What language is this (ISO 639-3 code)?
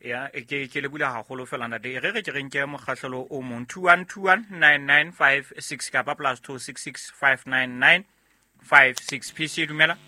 sot